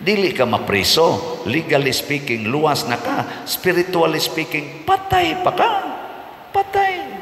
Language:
Cebuano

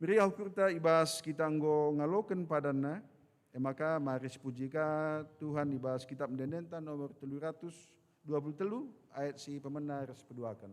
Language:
Batak Karo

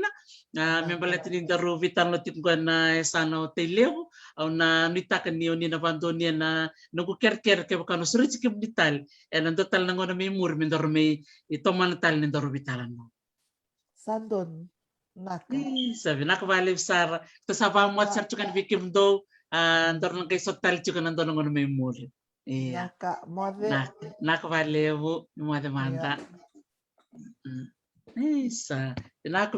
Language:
Fijian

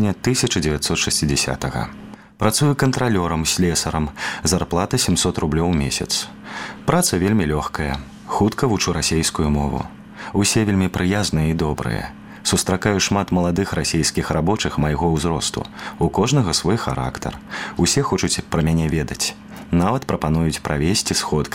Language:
Belarusian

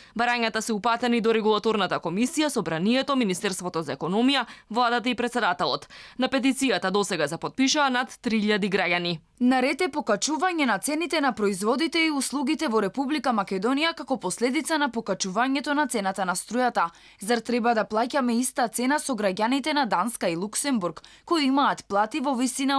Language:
Macedonian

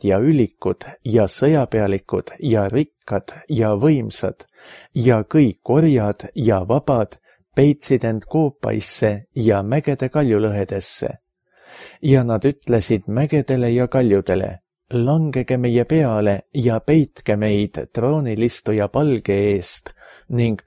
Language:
Estonian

